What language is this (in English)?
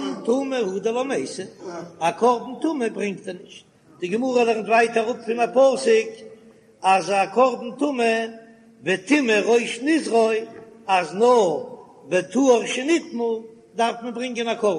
Yiddish